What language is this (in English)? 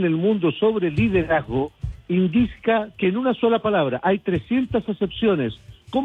Spanish